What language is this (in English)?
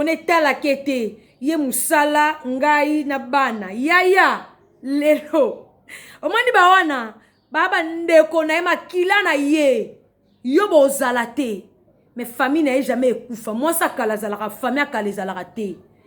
Lingala